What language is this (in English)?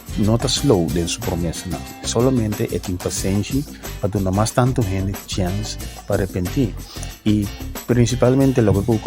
Papiamento